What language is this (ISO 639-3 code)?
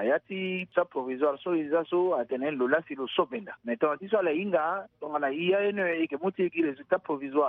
sag